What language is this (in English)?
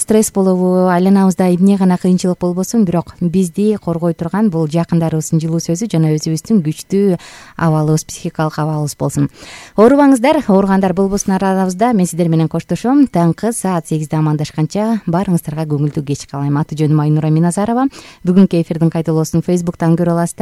Kyrgyz